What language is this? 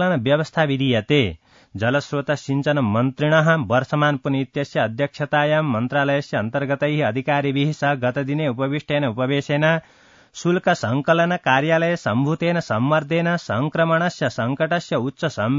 Sanskrit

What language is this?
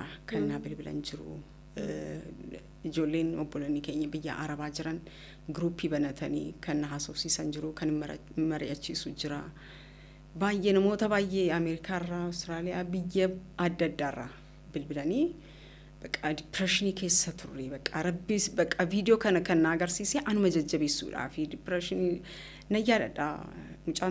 Oromo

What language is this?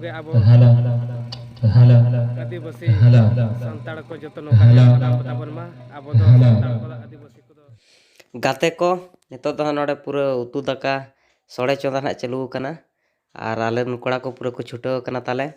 Santali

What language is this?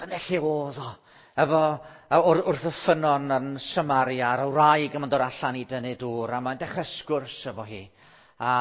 Welsh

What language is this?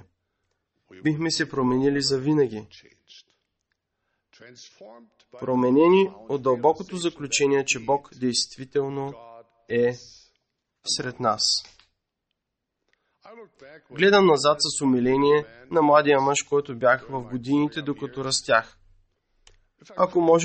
Bulgarian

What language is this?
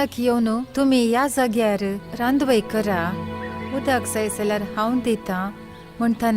Konkani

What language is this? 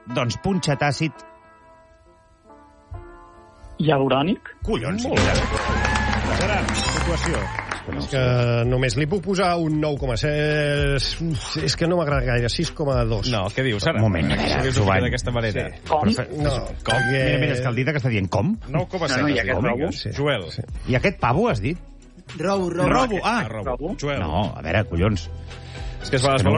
Catalan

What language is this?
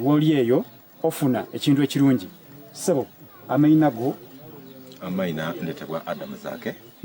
Soga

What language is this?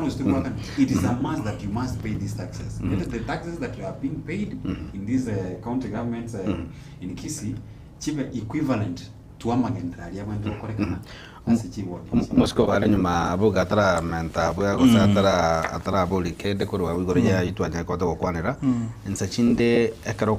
Gusii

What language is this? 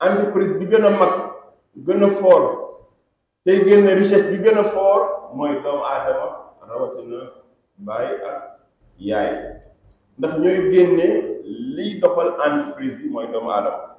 Wolof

